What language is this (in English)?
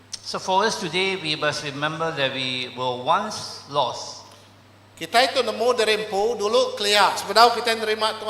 Iban